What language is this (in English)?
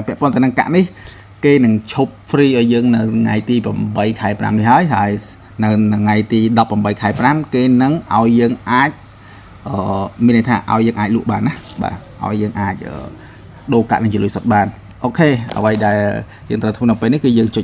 Khmer